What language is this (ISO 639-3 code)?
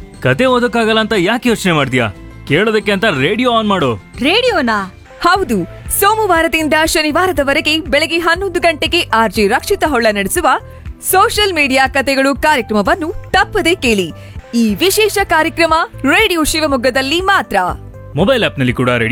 kan